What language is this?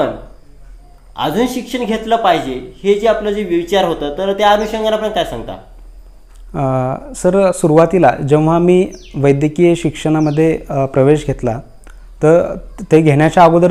Marathi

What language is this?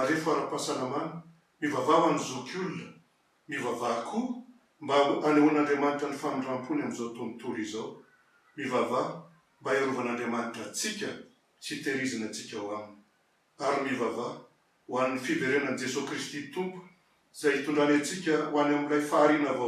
Malagasy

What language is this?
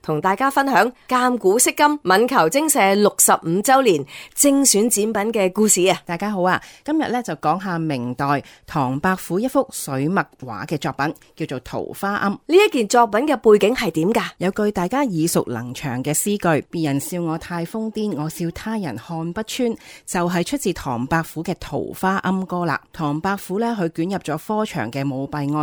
Cantonese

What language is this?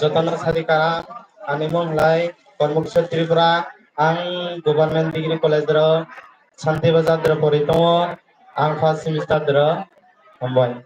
Kok Borok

